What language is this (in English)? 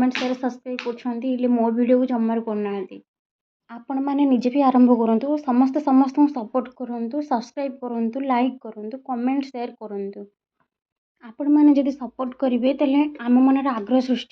Odia